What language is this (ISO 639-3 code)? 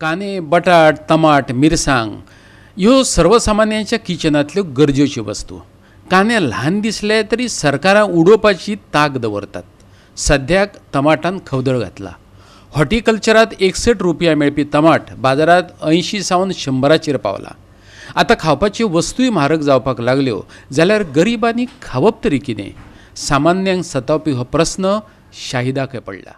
kok